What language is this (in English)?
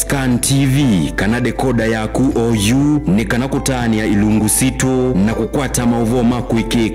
Kamba